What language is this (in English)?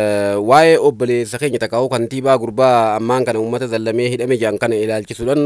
Oromo